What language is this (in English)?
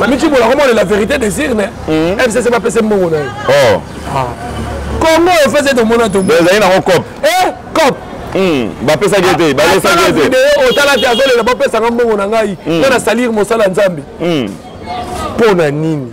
Lingala